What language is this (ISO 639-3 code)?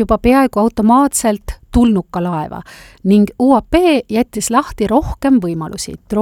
est